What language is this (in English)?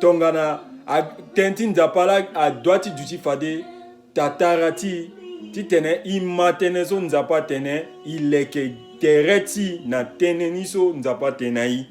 Sango